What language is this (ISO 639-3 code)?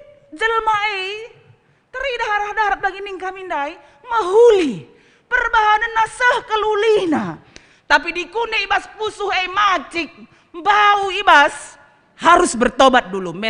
btx